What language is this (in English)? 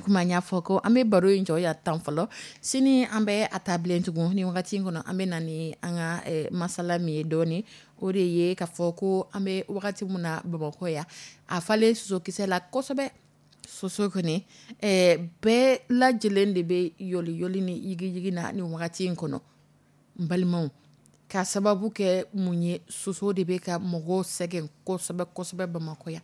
Dyula